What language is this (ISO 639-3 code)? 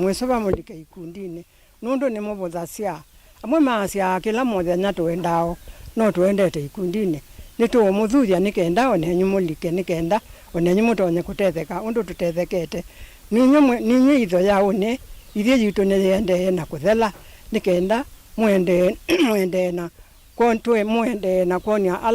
kam